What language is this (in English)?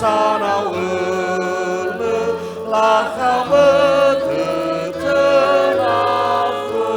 Nias